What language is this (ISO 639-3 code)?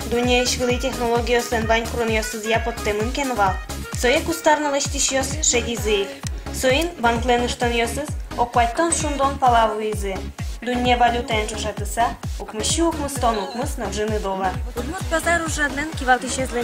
udm